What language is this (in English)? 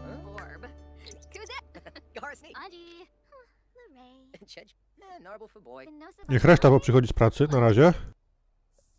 Polish